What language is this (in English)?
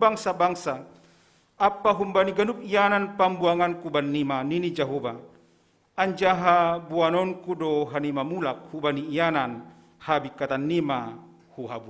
Batak Simalungun